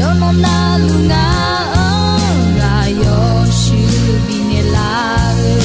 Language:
Akha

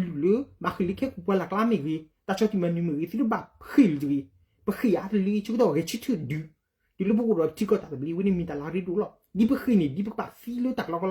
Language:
S'gaw Karen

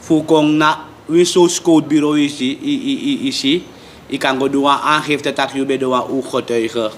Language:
Sranan Tongo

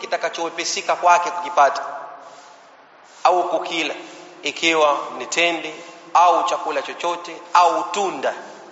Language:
Swahili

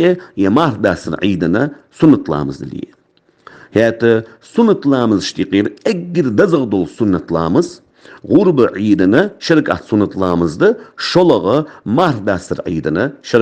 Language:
Ingush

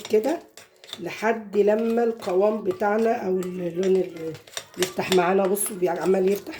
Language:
Egyptian Arabic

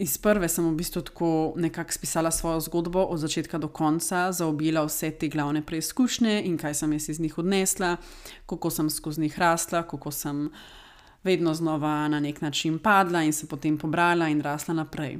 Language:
Slovenian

